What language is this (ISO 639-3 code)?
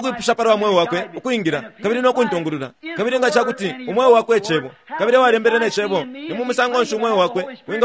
bem